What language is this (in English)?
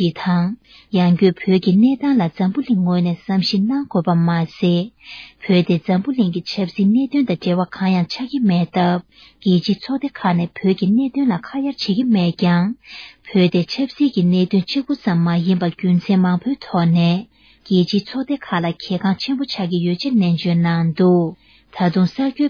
Tibetan